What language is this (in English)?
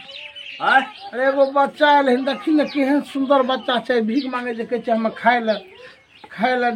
Maithili